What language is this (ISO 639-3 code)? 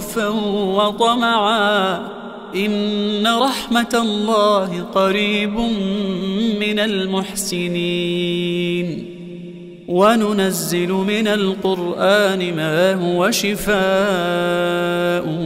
ara